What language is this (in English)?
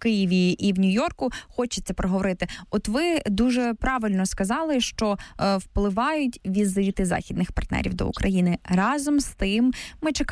Ukrainian